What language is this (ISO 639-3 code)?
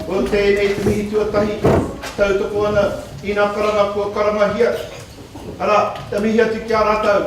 mri